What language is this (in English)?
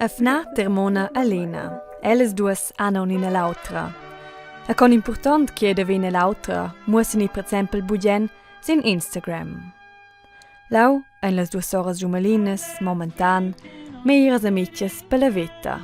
Romansh